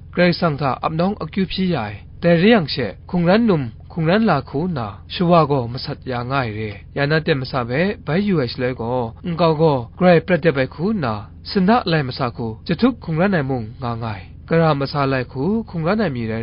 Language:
Kachin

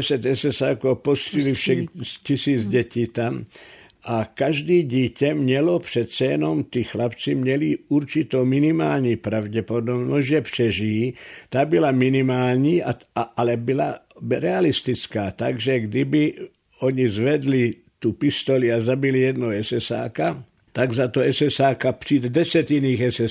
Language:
Czech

